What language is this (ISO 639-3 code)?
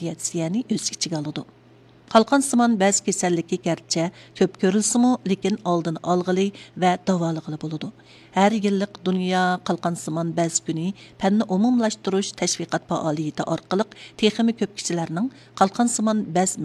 uig